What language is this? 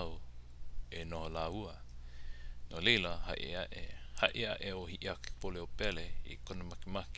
Hawaiian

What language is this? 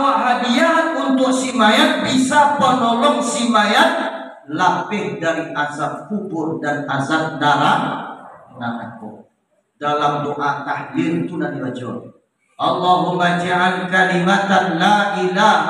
Minangkabau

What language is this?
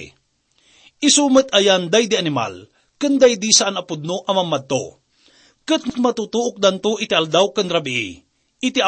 Iloko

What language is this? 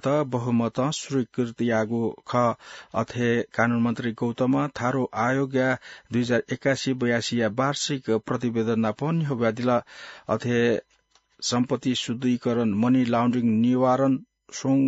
Newari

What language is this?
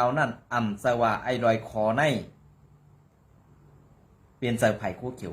Shan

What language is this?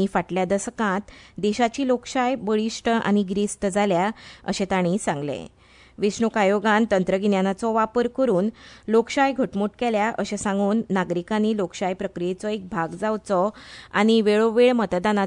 Konkani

